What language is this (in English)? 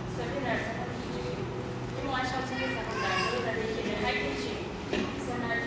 Yimchungru Naga